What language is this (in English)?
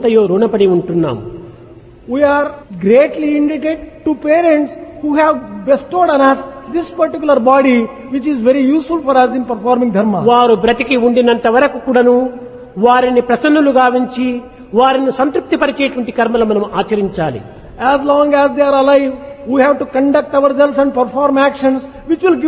Telugu